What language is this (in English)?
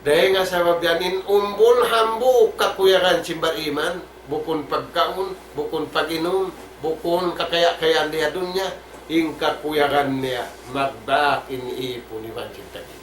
Tausug